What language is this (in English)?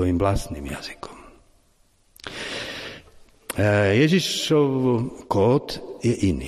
Slovak